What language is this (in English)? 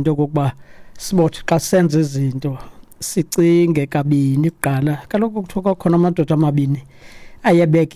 Xhosa